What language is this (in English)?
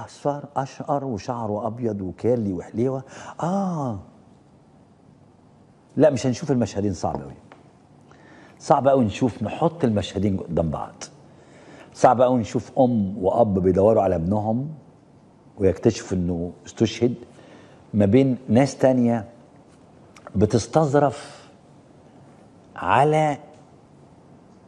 Egyptian Arabic